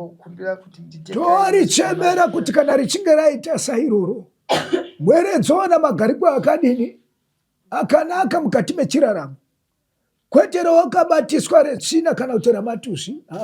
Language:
Shona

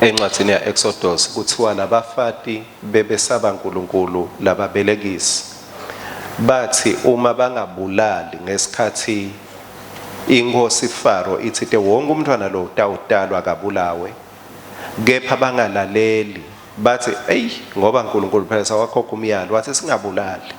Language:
Swati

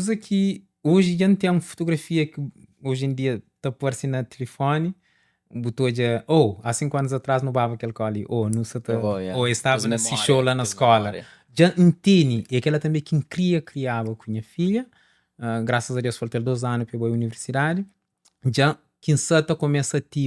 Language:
Kabuverdianu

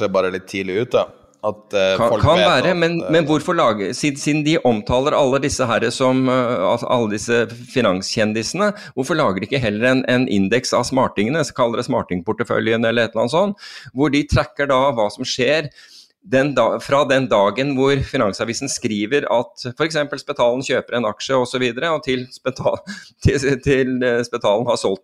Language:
Norwegian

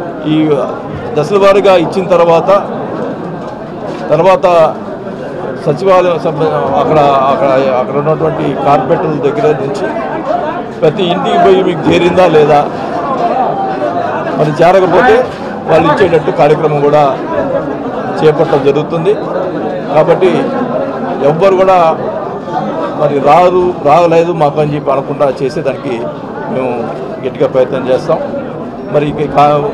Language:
Telugu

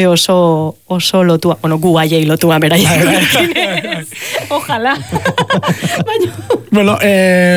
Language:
Basque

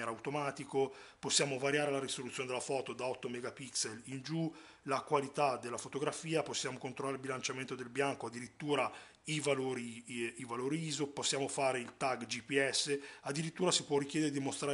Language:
Italian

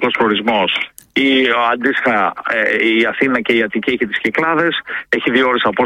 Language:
Greek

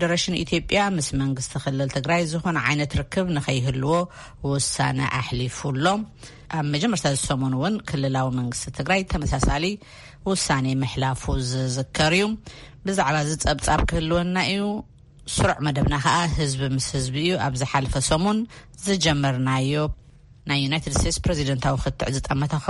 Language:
Tigrinya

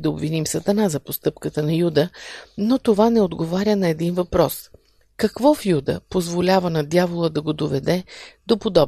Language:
Bulgarian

